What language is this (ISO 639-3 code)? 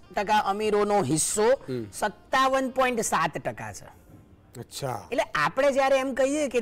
guj